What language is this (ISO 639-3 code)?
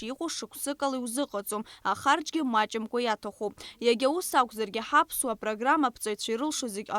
abk